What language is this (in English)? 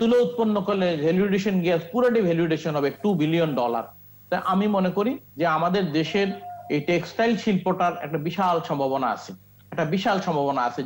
Bangla